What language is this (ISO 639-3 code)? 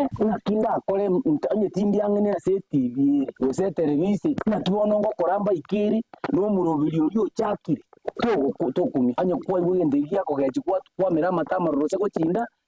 guz